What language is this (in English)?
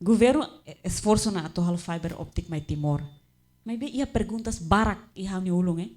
Tetum